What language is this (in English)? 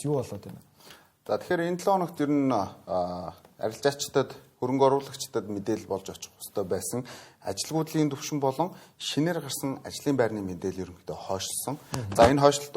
Mongolian